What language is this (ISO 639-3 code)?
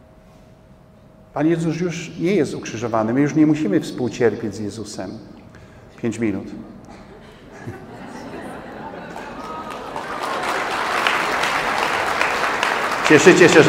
pol